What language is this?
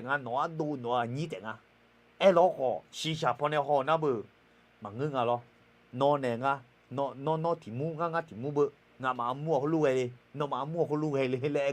Akha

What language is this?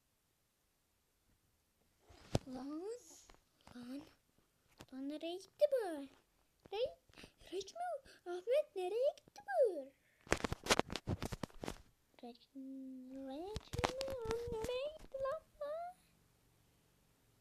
Turkish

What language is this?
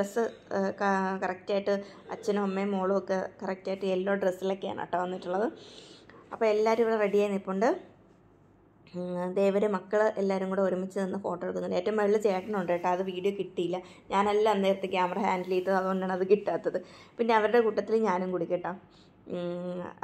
Malayalam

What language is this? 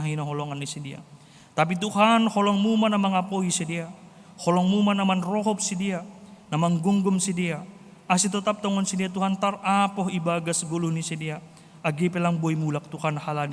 Batak Simalungun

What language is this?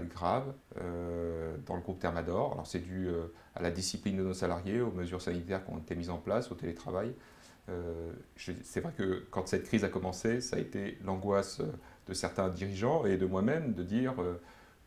French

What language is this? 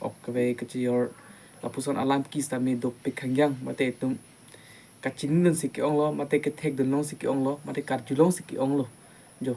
Karbi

